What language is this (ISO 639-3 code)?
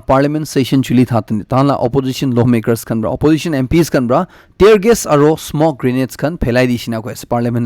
nag